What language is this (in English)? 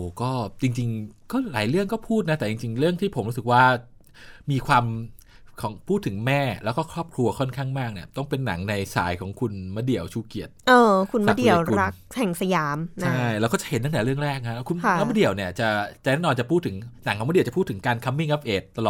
Thai